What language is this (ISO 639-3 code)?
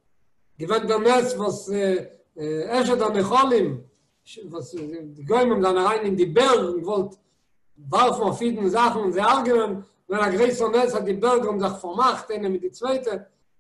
yid